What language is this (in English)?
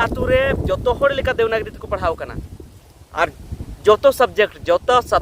Santali